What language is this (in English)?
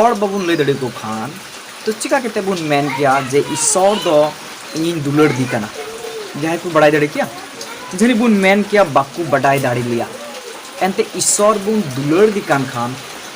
Santali